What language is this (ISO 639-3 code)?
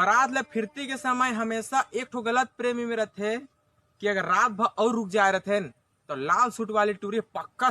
hne